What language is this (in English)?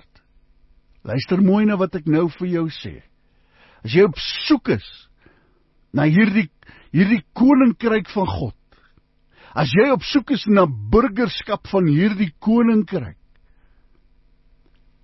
Afrikaans